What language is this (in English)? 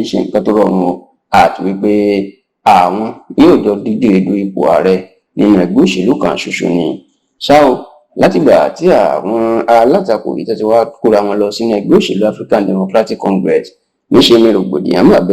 Yoruba